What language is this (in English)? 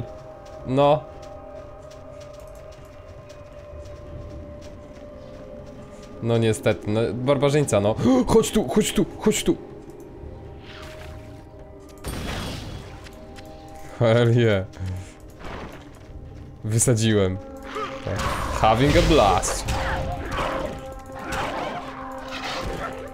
Polish